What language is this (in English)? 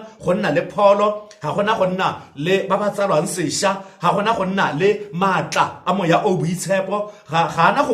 Tswana